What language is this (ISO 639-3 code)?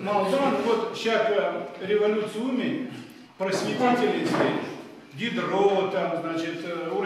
chv